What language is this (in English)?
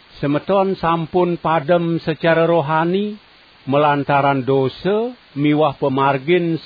Balinese